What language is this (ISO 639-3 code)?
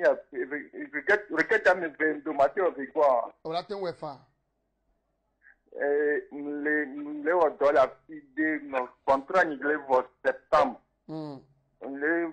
fra